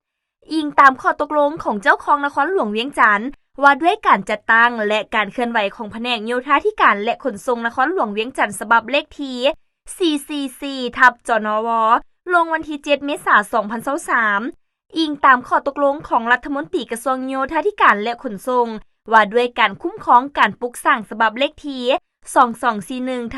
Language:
Lao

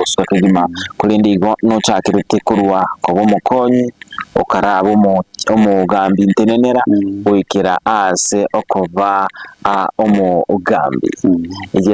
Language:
Gusii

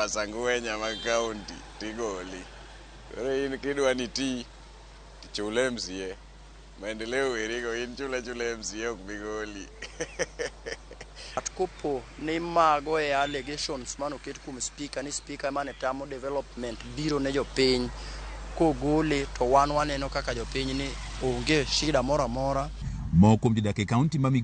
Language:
Luo (Kenya and Tanzania)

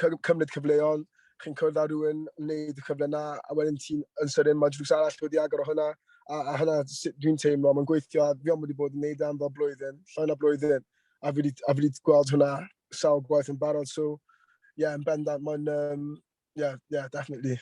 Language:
Welsh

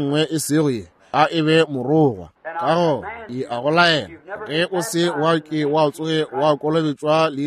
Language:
Northern Sotho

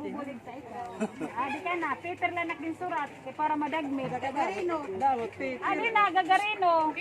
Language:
Waray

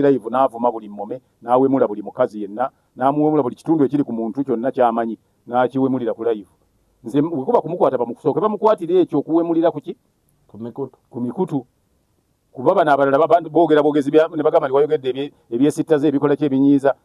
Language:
Ganda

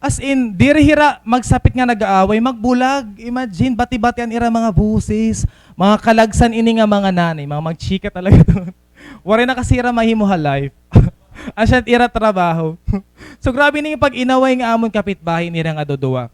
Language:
Waray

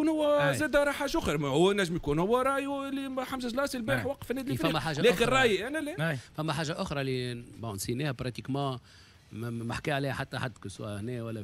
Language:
Tunisian Arabic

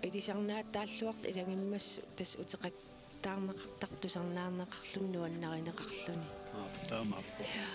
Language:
Kalaallisut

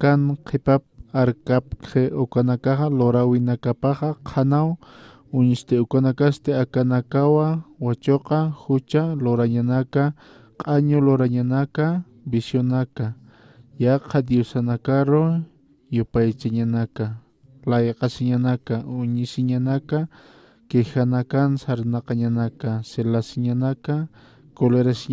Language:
Aymara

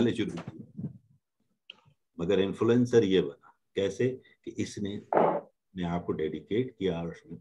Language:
Urdu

